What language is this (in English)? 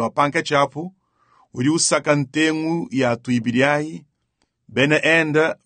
Luba-Lulua